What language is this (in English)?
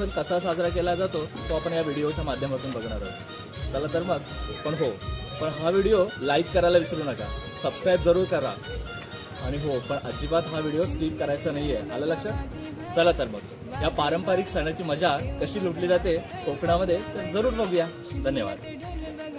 Marathi